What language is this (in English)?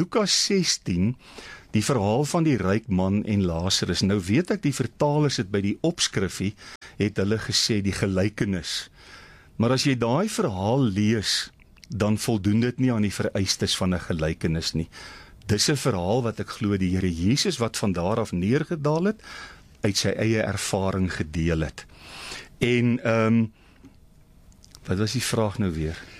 Afrikaans